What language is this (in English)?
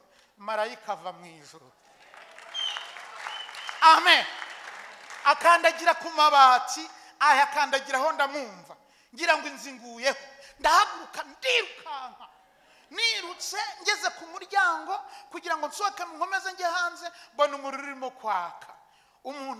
Kinyarwanda